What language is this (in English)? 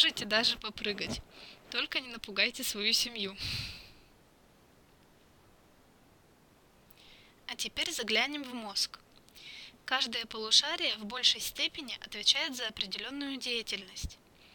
Russian